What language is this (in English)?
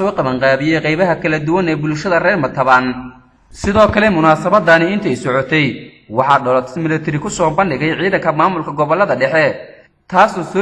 Somali